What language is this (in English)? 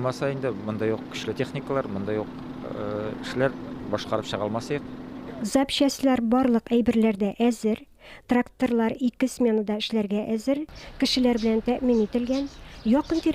Tatar